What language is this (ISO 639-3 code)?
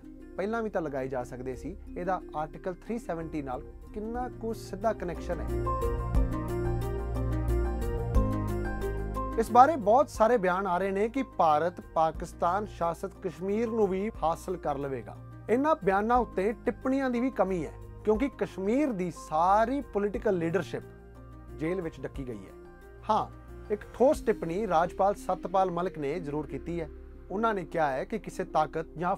pan